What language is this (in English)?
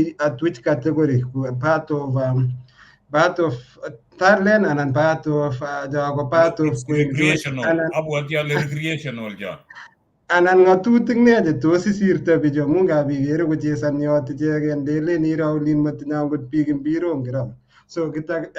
Kalenjin